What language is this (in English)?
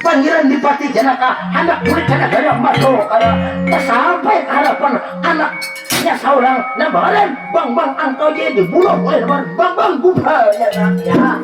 Banjar